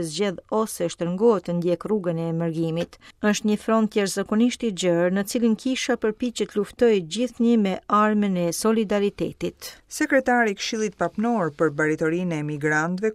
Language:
Albanian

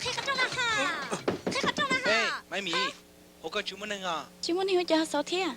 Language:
Hmong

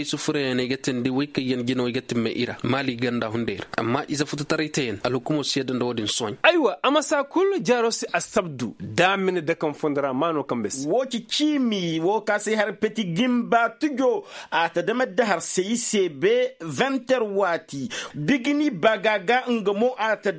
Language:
Koyraboro Senni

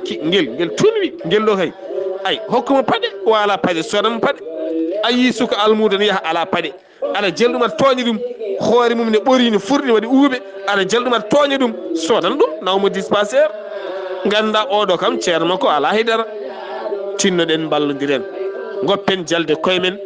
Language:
Fula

